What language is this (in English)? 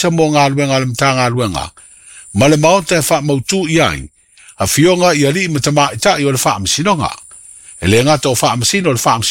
Samoan